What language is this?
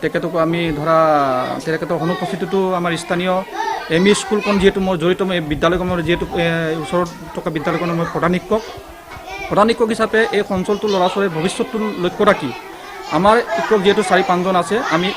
Assamese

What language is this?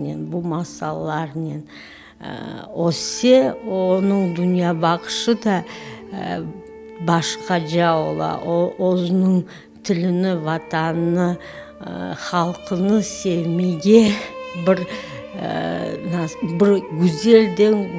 Crimean Tatar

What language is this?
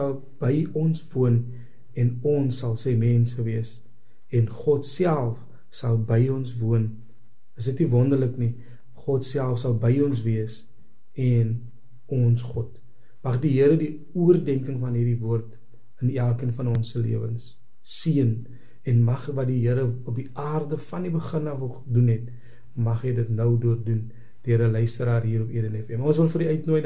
Afrikaans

